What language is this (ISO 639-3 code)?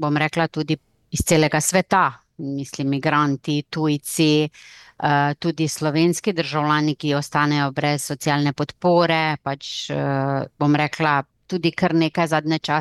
slv